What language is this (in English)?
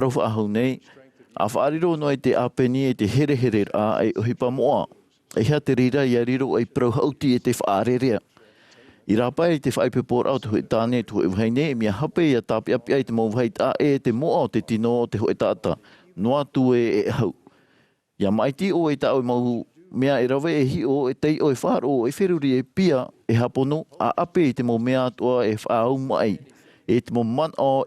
Tahitian